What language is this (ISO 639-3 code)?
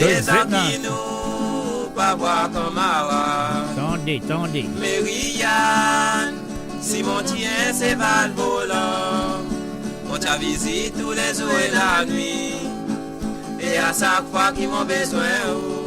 mfe